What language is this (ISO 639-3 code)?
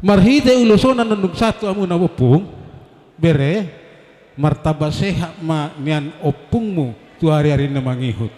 bbc